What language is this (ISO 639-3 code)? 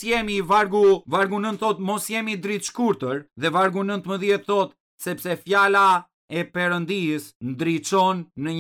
sqi